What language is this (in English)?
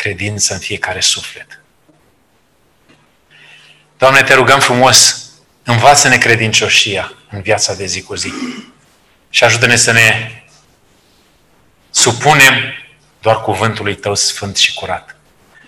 Romanian